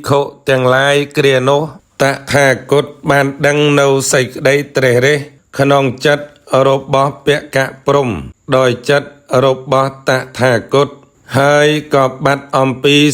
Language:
Khmer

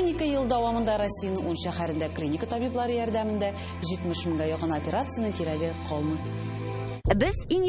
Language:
Tatar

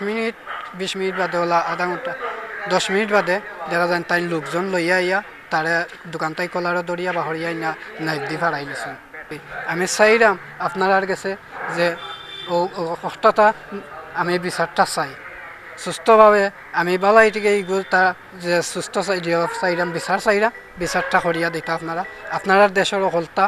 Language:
Sylheti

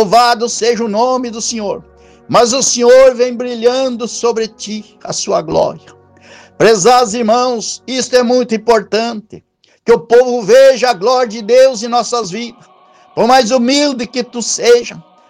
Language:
Portuguese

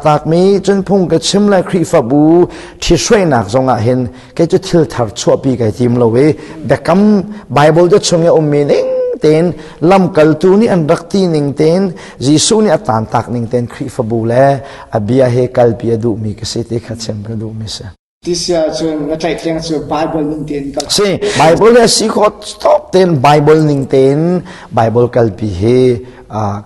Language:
Hakha Chin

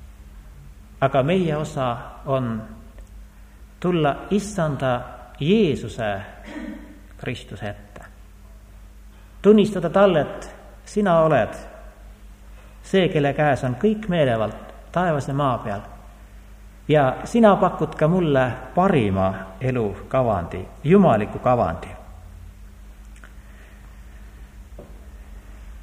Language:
Estonian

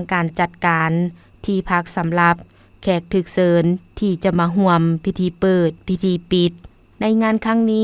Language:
Lao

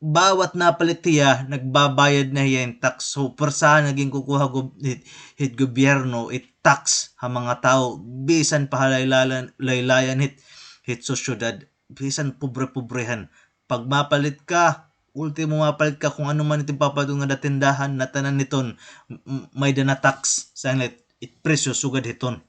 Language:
Waray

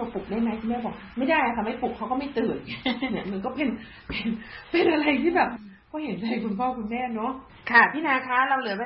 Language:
Thai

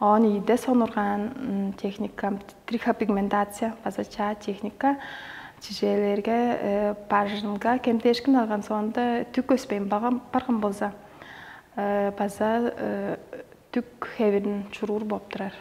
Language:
Tuvinian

